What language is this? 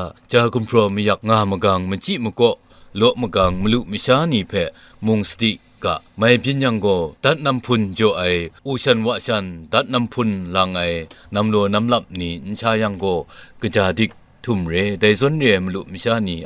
Kachin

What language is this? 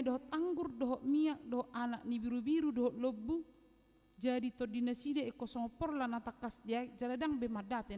Batak Toba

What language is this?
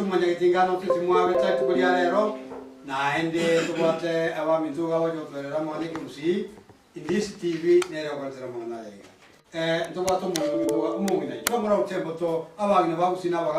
Gusii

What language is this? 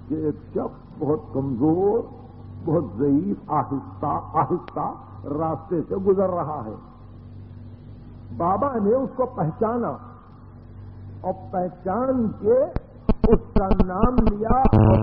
Urdu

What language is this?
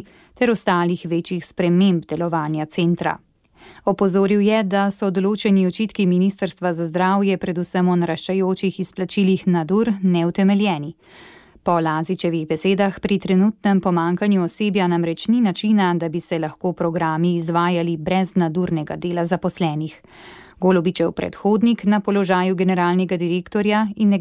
Slovenian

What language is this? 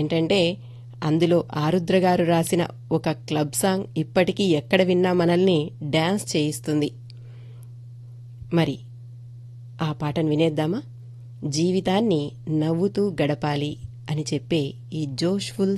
Telugu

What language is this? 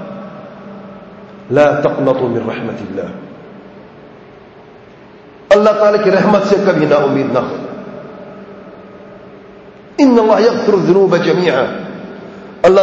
Urdu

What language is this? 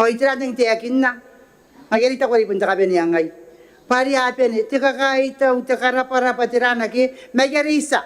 Gilbertese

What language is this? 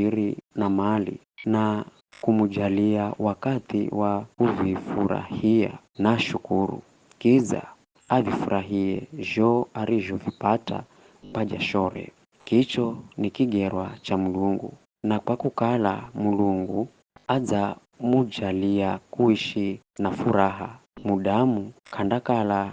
Giryama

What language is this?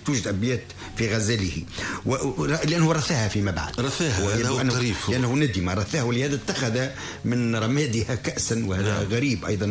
Tunisian Arabic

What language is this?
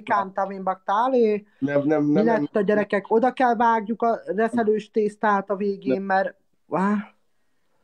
Hungarian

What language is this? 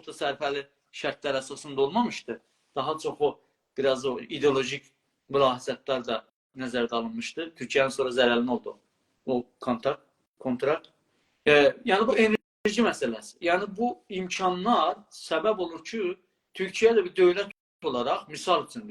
South Azerbaijani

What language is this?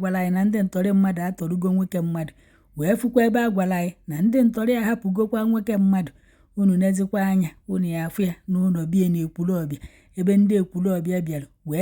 Igbo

